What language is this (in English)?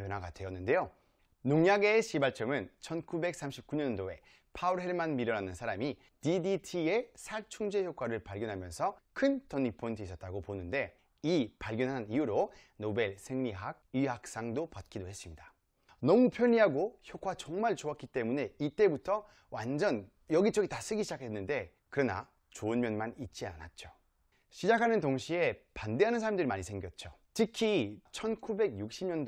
Korean